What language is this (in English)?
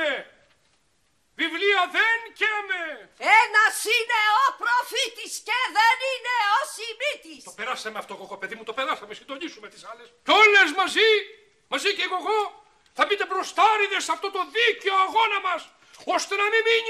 Greek